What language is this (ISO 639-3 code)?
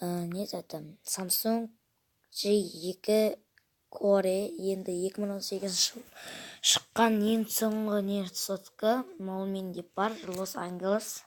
kaz